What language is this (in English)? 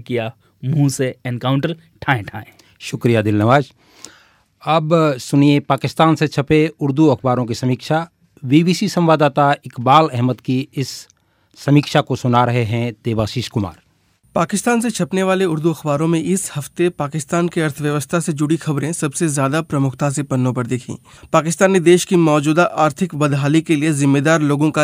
Hindi